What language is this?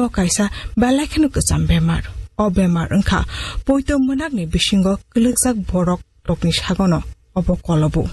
Kok Borok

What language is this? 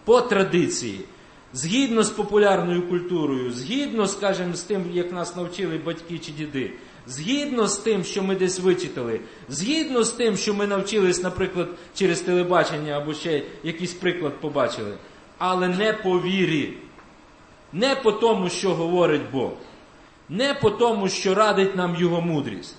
Ukrainian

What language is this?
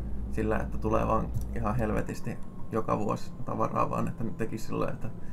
Finnish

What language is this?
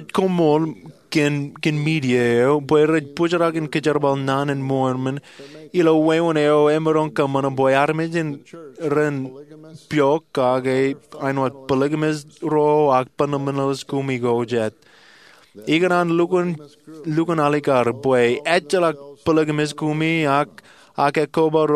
Marshallese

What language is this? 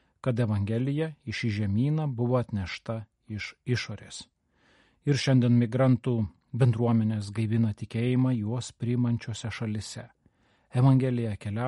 Lithuanian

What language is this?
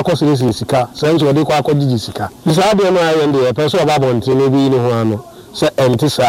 Akan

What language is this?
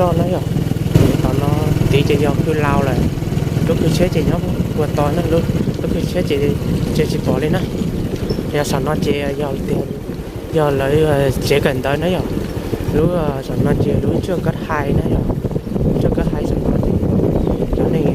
Hmong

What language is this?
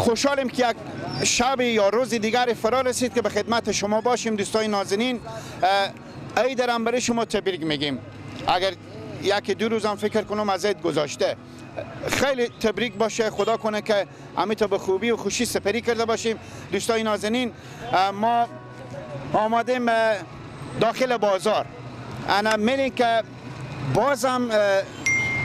Persian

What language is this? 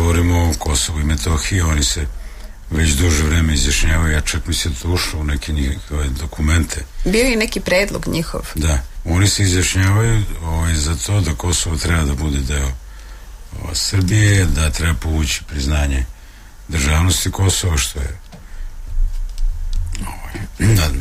Serbian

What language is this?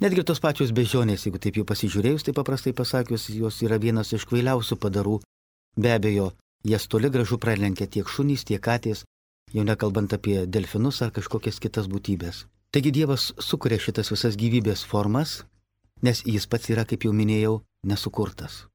Lithuanian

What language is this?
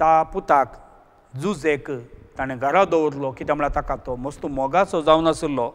Konkani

